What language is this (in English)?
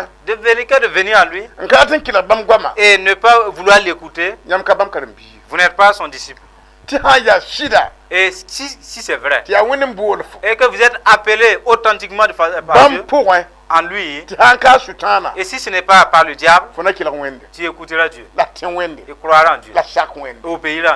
Mossi